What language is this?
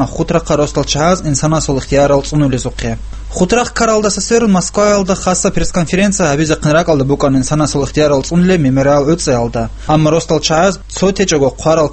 Avaric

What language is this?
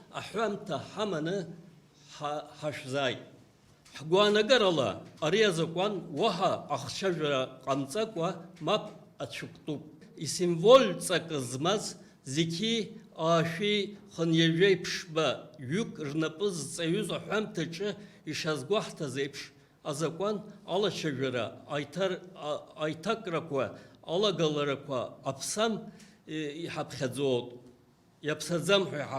Abkhazian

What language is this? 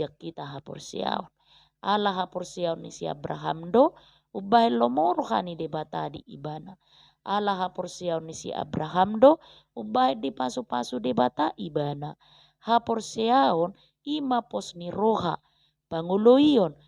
Batak Toba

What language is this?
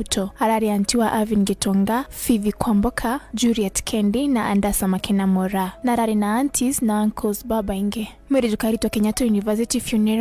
Meru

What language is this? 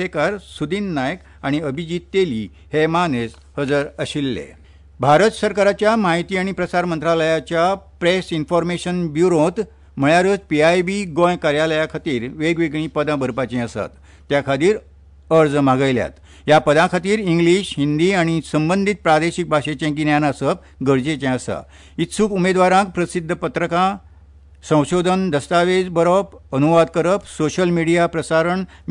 Konkani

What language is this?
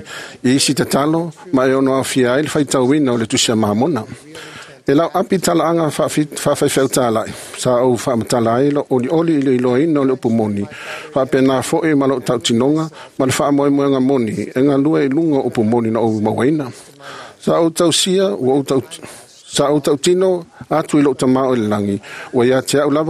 Samoan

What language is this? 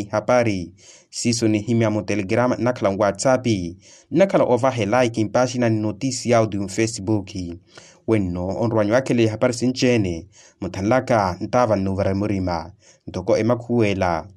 Makhuwa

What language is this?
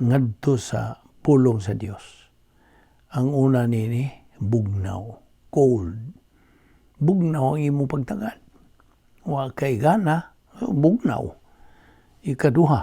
Cebuano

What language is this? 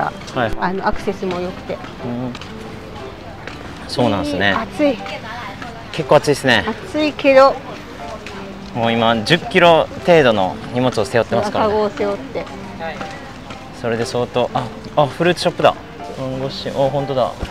Japanese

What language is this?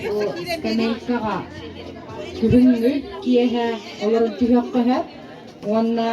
Yakut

